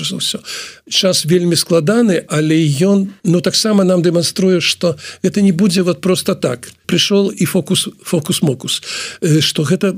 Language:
Belarusian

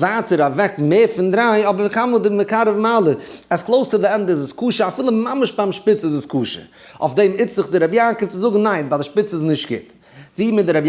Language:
Yiddish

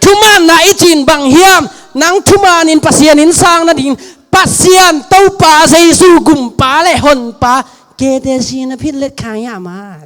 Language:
Tedim Chin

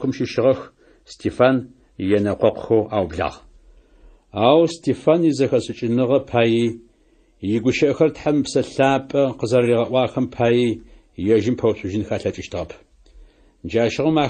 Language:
Adyghe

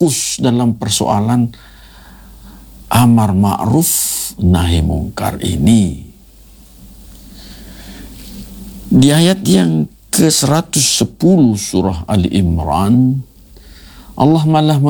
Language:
Indonesian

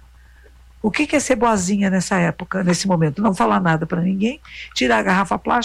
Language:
Portuguese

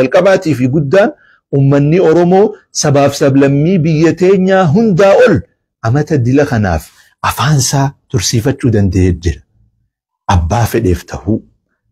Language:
Oromo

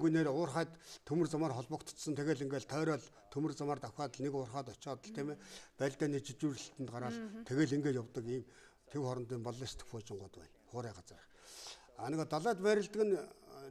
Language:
Mongolian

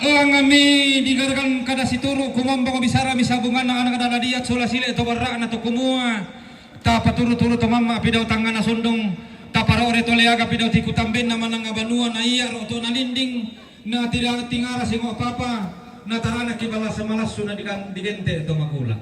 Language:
Toraja-Sa'dan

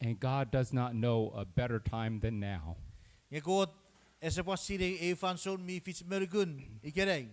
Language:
Chuukese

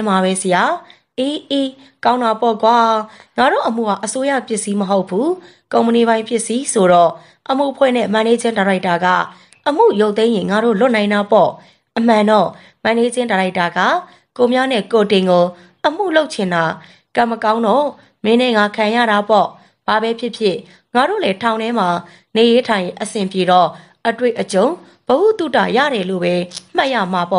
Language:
Burmese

